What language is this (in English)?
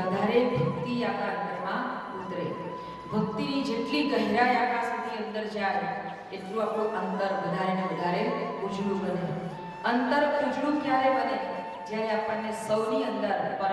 Gujarati